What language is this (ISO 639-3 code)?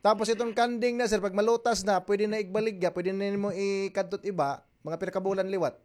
war